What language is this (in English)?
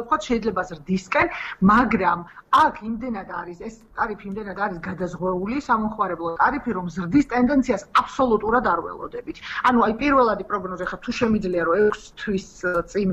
Georgian